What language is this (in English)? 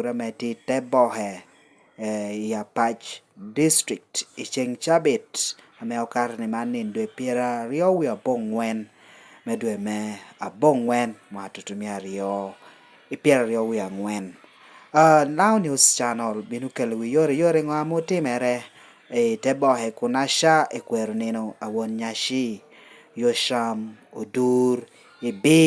Lango (Uganda)